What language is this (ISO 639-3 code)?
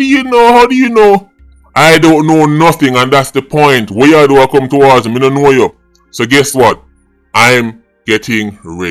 jam